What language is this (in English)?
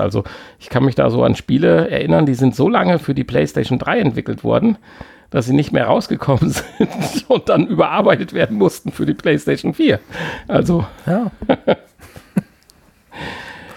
German